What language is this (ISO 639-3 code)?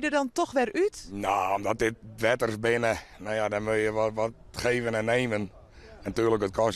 fry